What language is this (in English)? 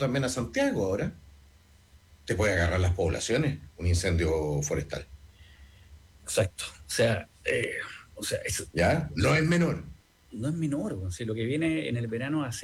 Spanish